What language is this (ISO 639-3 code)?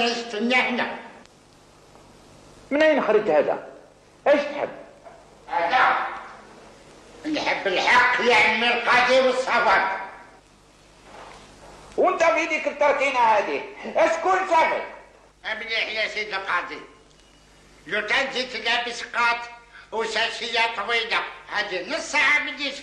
arq